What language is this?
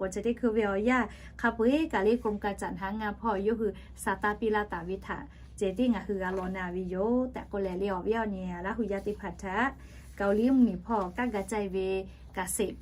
Lahu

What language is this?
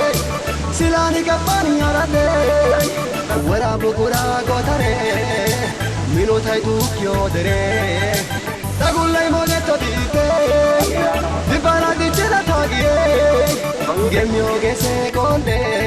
Wolaytta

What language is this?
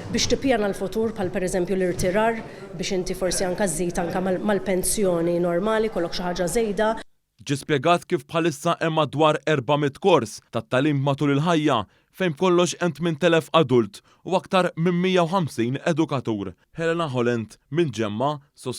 Maltese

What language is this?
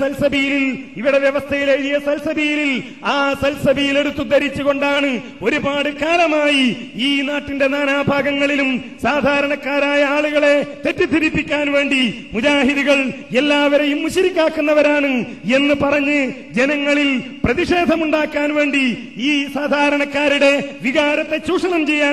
Malayalam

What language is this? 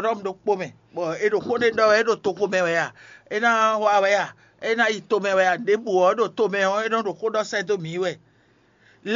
Fon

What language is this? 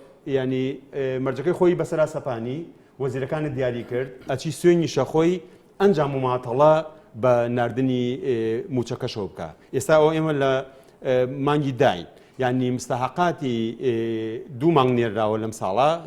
Central Kurdish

